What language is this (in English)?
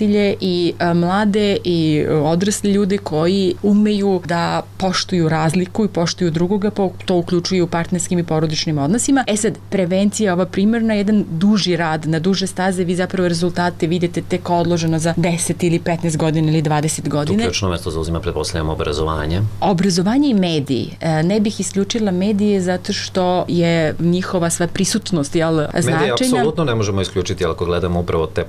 Serbian